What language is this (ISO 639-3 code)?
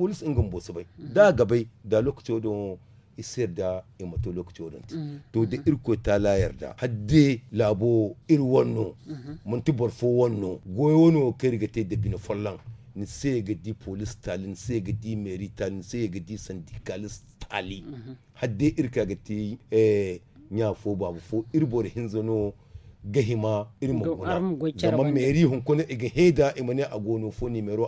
dje